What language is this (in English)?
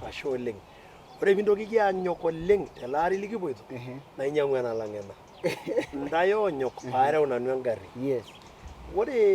Masai